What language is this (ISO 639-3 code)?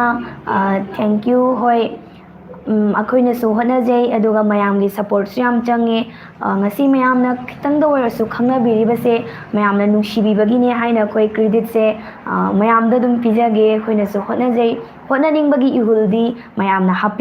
mni